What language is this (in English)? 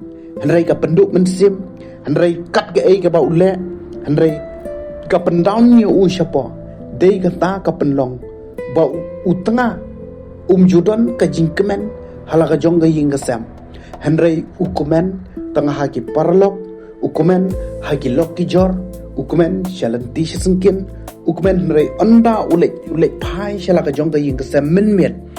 Khasi